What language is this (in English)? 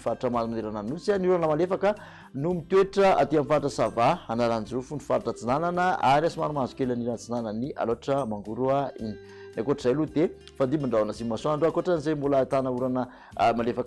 Malagasy